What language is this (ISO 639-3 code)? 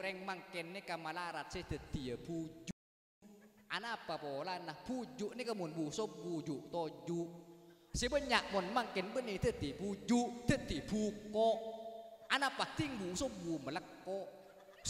mad